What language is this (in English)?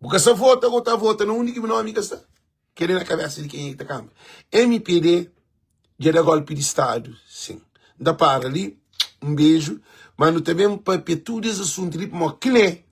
Kabuverdianu